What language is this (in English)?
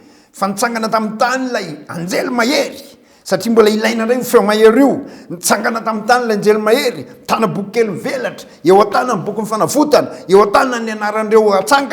Malagasy